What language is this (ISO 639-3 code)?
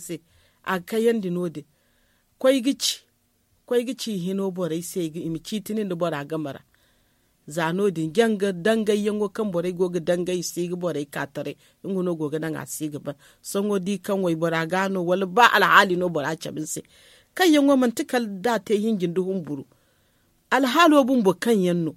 dje